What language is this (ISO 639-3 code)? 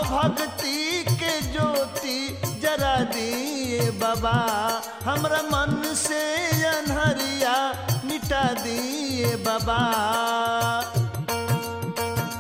bho